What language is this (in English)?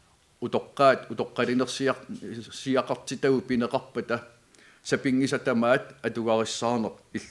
Kalaallisut